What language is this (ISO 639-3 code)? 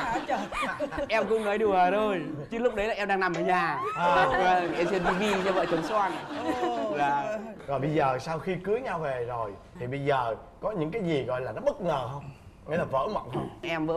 vie